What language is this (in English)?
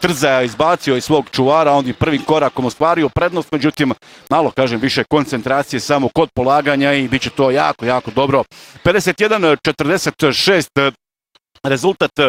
Croatian